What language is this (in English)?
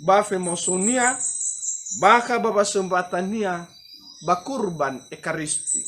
Nias